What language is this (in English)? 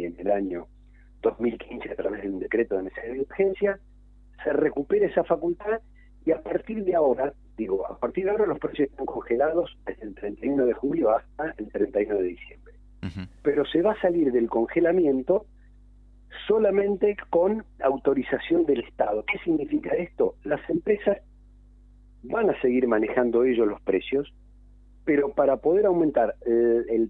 Spanish